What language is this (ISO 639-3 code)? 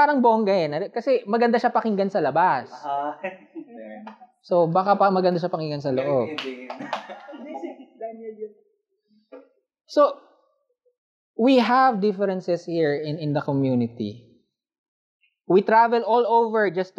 fil